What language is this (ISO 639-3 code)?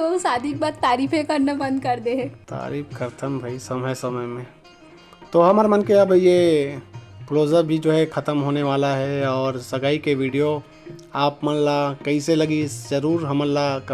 hne